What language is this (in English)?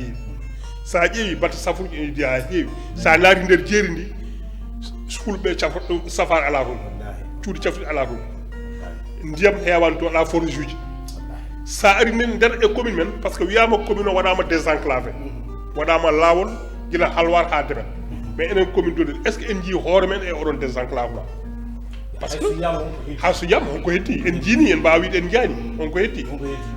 Fula